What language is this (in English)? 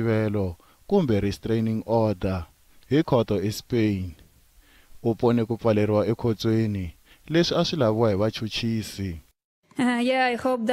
Tsonga